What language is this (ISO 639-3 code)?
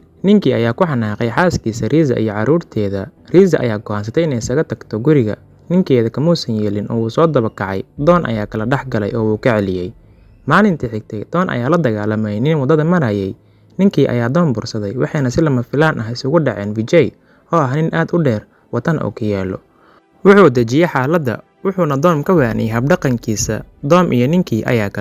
som